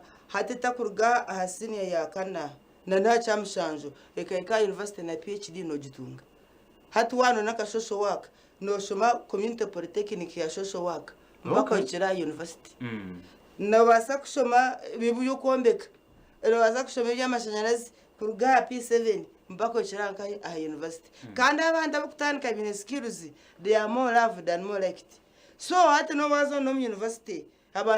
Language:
Nyankole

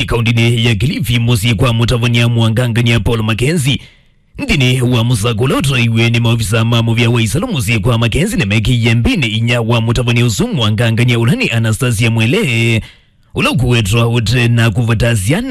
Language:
Kamba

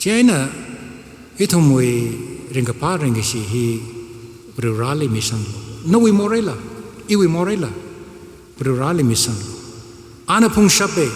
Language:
Tangkhul Naga (India)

